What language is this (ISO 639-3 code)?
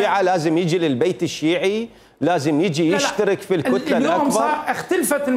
acm